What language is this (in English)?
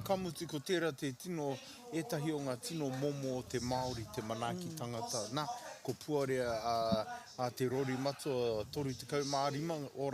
Māori